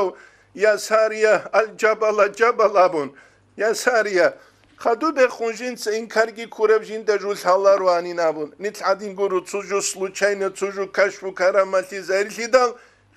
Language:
Avaric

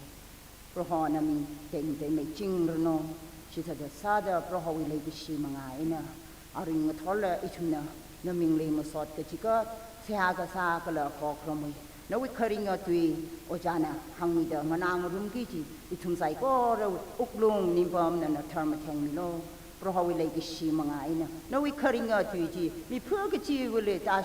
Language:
Tangkhul Naga (India)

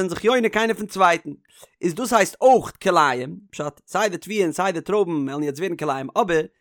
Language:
Yiddish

